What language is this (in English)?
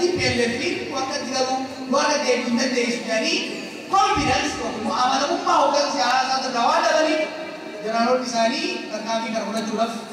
Oromo